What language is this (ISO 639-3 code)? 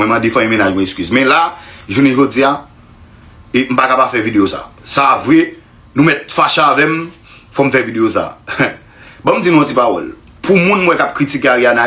hat